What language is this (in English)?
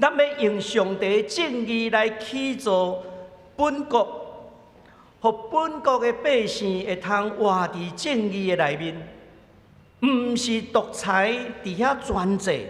Min Nan Chinese